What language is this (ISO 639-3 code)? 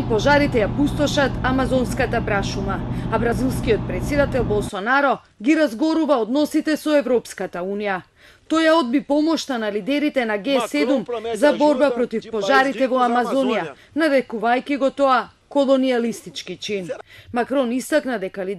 mkd